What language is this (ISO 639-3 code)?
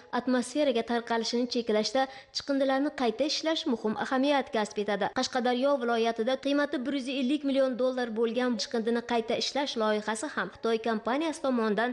uzb